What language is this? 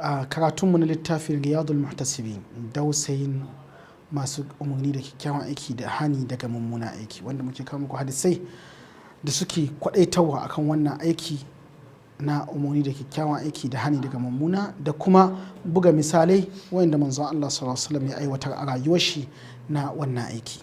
Hausa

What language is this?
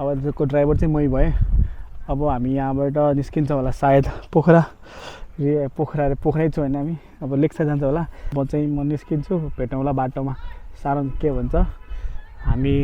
Nepali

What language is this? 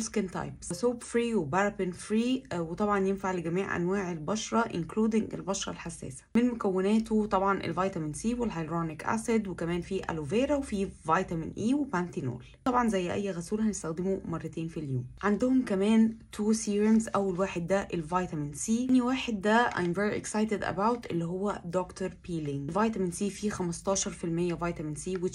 Egyptian Arabic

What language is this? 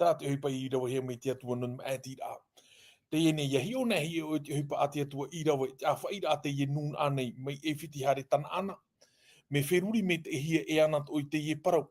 Tahitian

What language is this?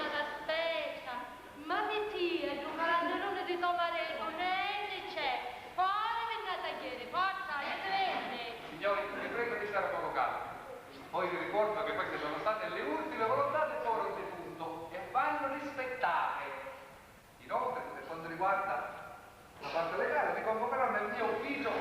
Sicilian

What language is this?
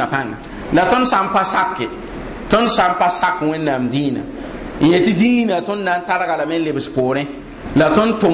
Mossi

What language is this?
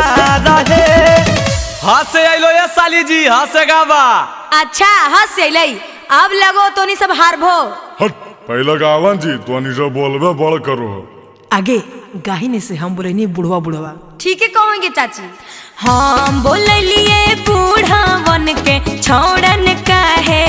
Magahi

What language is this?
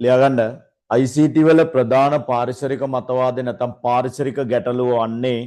Sinhala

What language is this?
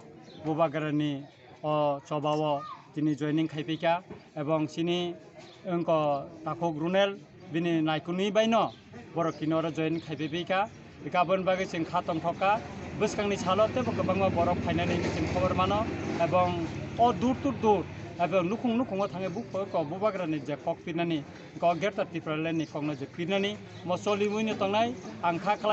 Kok Borok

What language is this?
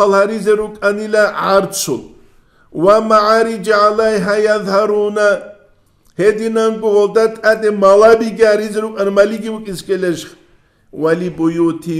Avaric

